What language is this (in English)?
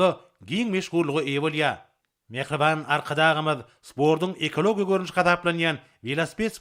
Turkmen